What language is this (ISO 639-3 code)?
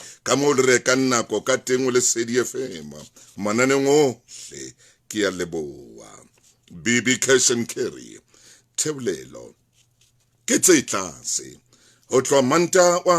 sot